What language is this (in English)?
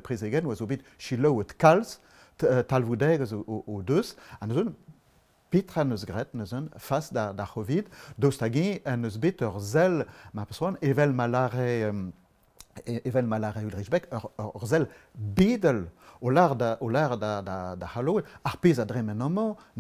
Breton